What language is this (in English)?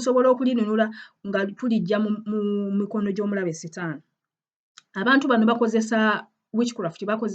Ganda